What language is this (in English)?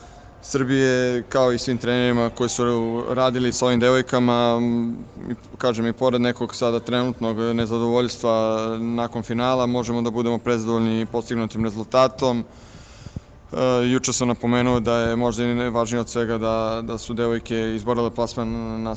Serbian